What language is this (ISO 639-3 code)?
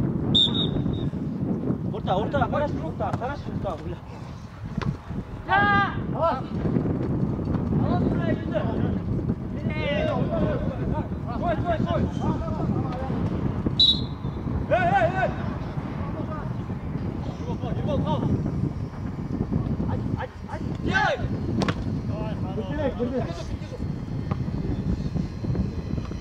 kaz